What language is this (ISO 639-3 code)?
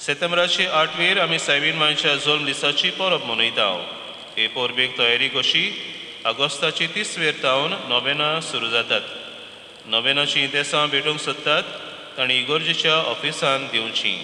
kok